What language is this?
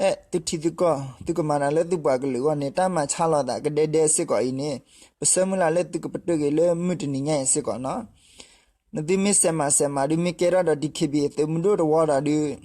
S'gaw Karen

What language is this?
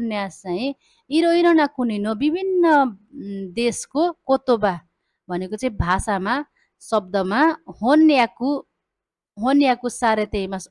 Nepali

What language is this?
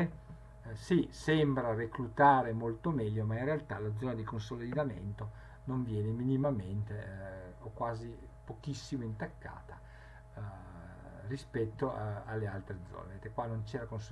Italian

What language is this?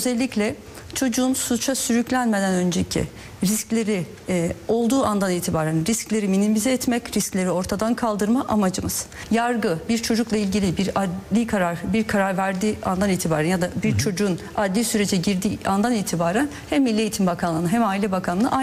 Turkish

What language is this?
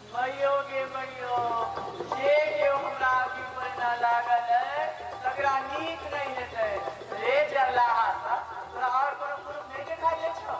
Maithili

